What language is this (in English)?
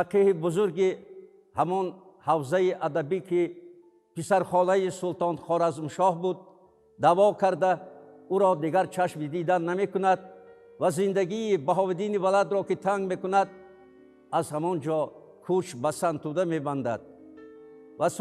Tajik